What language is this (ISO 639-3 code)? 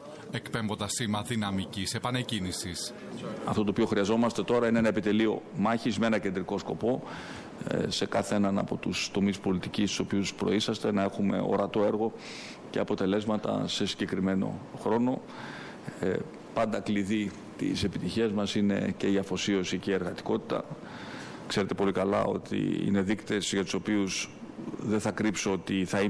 ell